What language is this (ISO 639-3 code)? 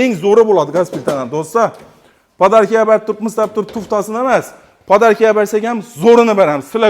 uzb